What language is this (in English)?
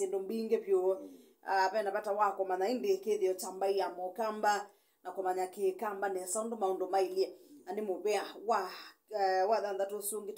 Kamba